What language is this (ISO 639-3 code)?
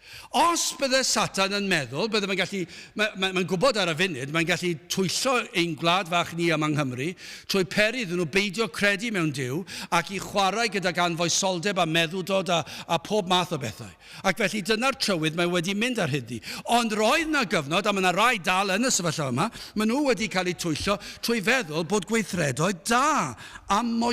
cym